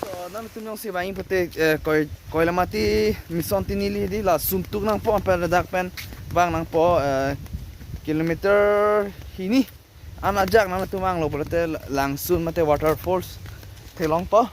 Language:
Karbi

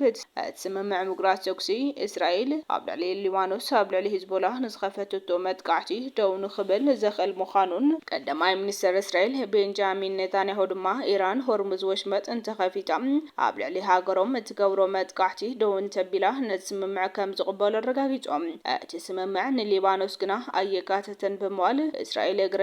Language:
Tigrinya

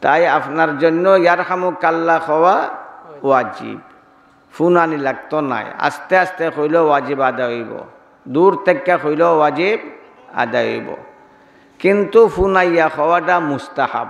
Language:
Sylheti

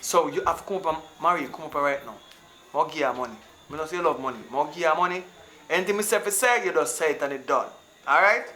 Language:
Jamaican Creole English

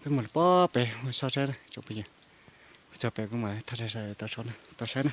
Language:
Hmong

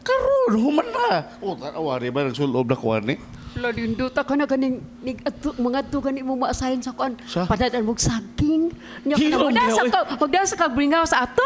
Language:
Cebuano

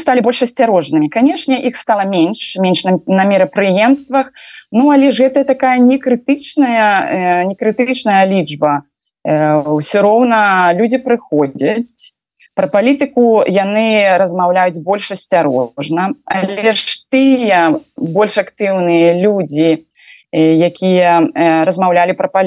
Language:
Belarusian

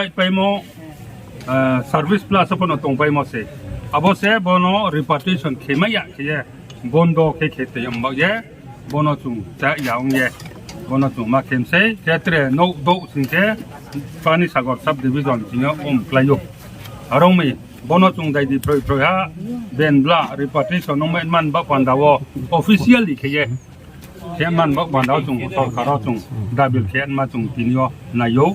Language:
Riang (India)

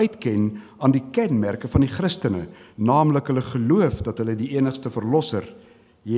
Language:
Afrikaans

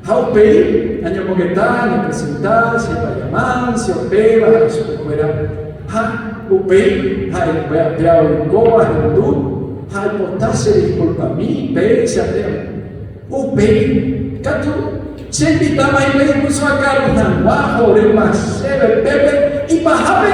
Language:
Guarani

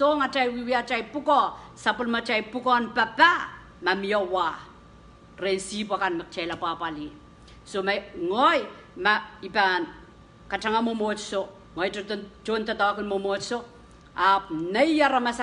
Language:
Pohnpeian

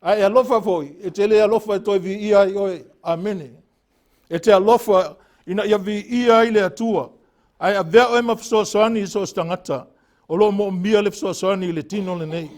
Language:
Samoan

